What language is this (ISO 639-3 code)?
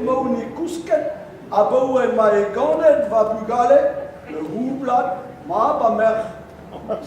bre